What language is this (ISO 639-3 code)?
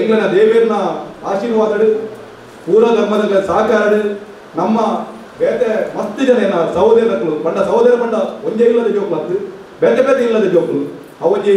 tcy